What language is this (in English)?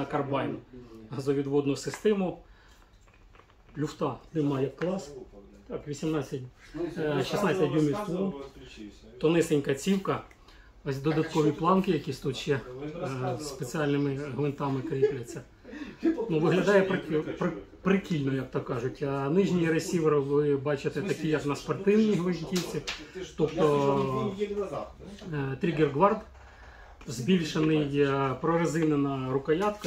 Ukrainian